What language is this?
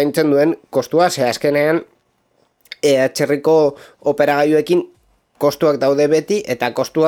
Basque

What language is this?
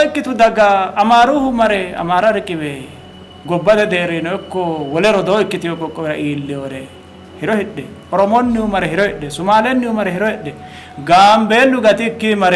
Sidamo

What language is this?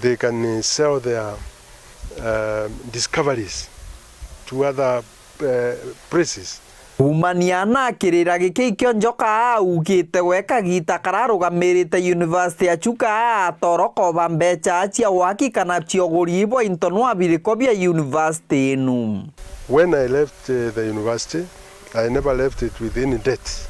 Meru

